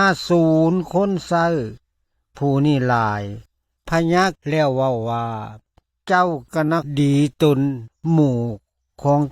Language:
Lao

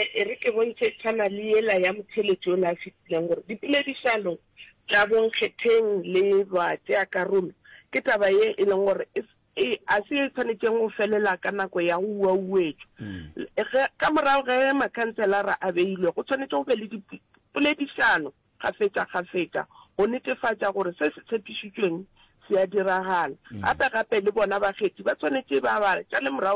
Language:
Northern Sotho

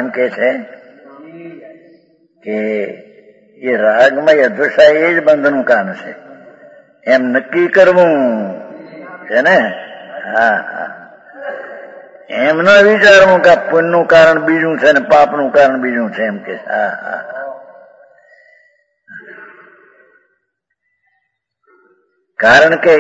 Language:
Gujarati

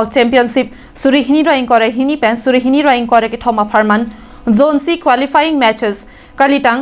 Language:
Karbi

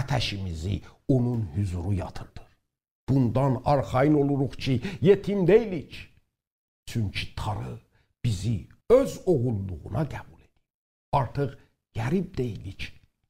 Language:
South Azerbaijani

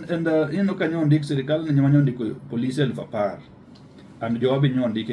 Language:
Luo (Kenya and Tanzania)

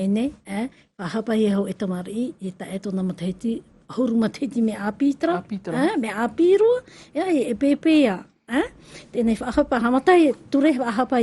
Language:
Tahitian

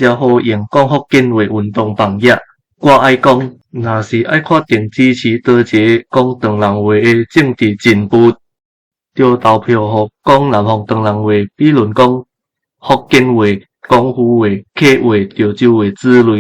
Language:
Min Nan Chinese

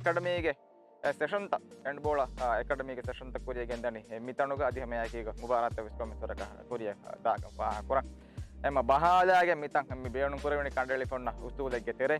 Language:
Divehi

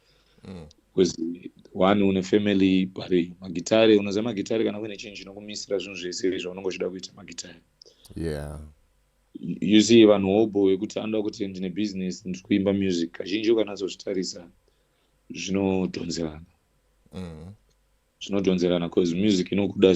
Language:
Shona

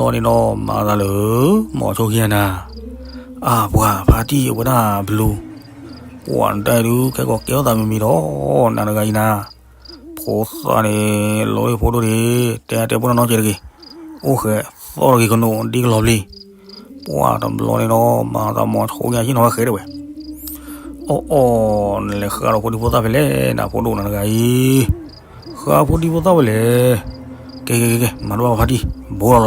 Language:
S'gaw Karen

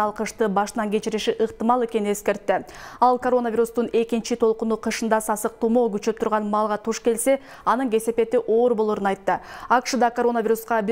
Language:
Kyrgyz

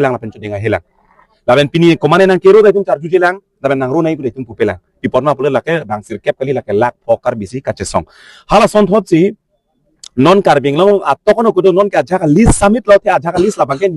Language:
Karbi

